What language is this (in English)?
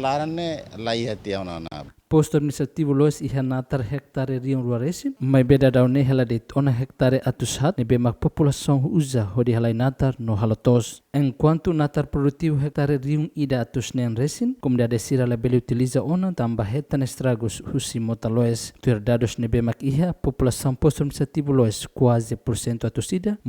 Tetum